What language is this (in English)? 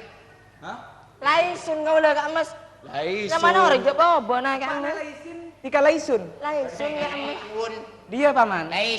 Madurese